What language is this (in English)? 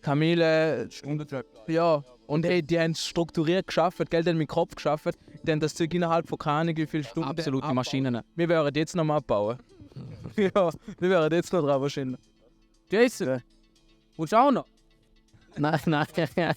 Swiss German